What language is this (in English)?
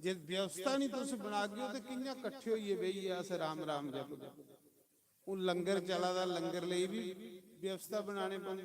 Dogri